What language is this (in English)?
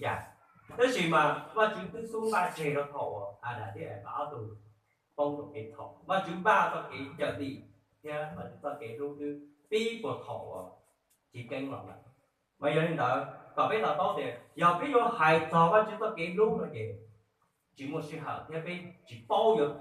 Hmong